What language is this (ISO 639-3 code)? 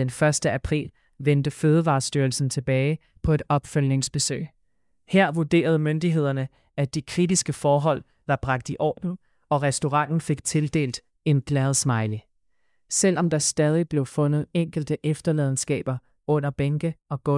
dan